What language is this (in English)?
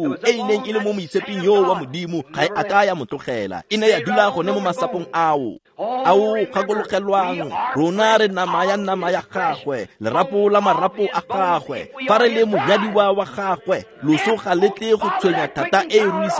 Tswana